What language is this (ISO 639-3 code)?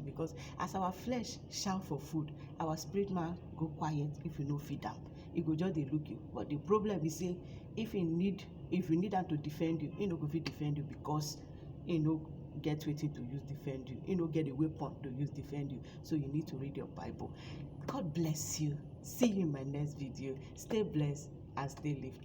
pcm